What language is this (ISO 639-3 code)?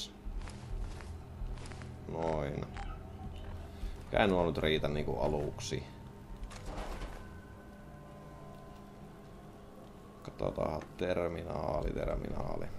fin